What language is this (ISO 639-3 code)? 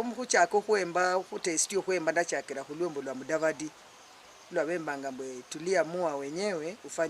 luy